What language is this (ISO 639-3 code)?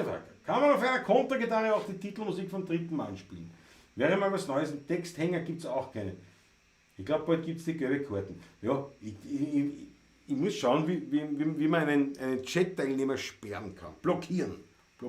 bar